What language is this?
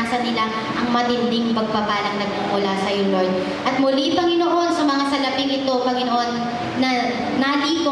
Filipino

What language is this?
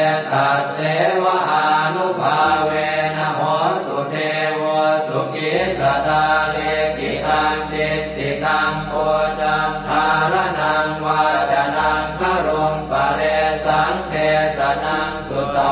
Pali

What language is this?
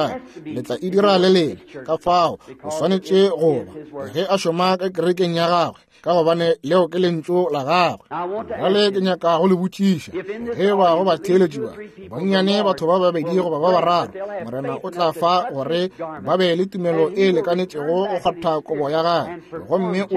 Northern Sotho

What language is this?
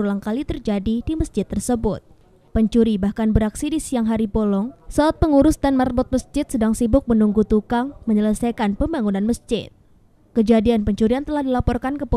Indonesian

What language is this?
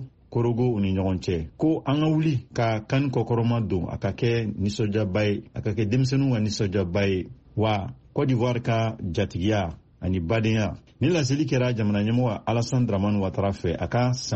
Bambara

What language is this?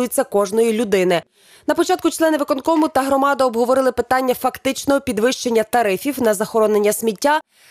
Ukrainian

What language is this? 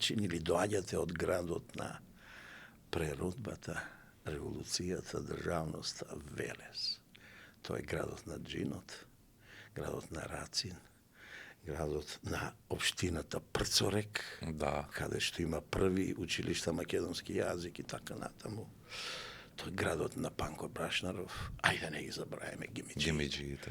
Macedonian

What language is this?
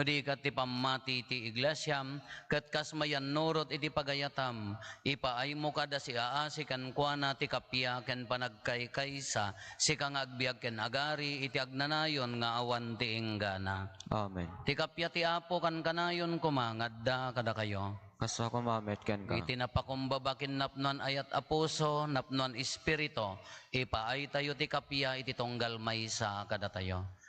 Iloko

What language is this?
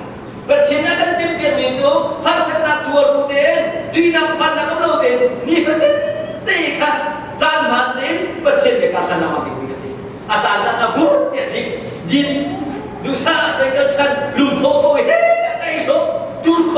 Hakha Chin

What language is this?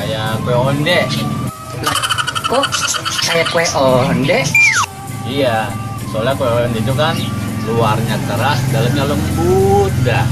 Betawi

